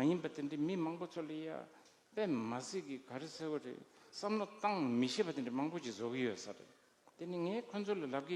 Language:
Tibetan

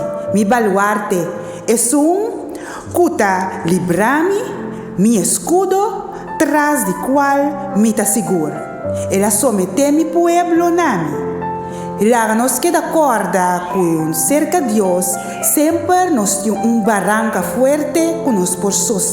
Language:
Papiamento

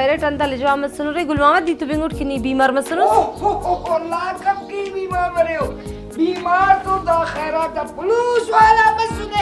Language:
Brahui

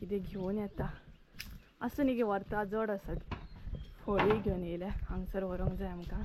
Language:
Konkani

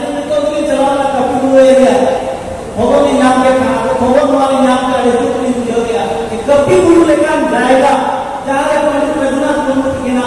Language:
Santali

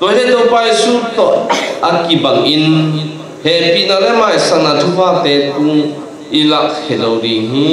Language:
Tedim Chin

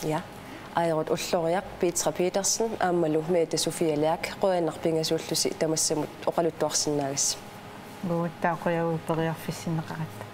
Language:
Kalaallisut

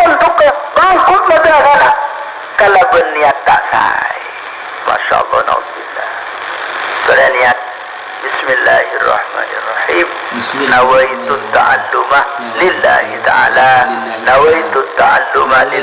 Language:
Madurese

